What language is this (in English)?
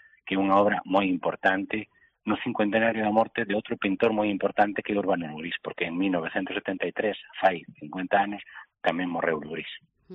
Galician